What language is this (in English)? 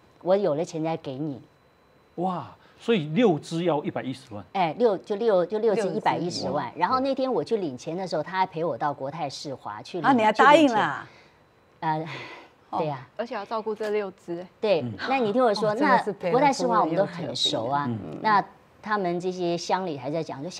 Chinese